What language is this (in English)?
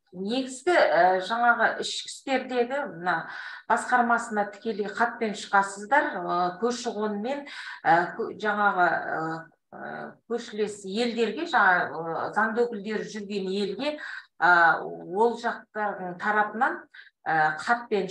Kazakh